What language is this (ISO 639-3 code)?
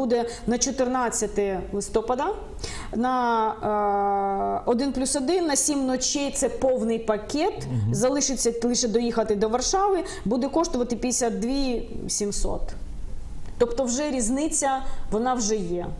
ukr